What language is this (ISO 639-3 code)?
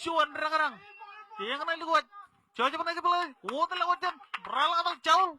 mah